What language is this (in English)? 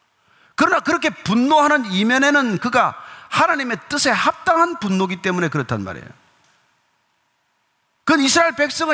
Korean